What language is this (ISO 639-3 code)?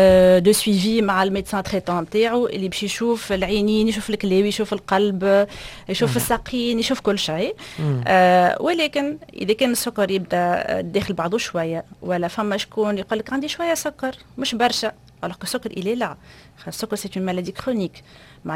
aeb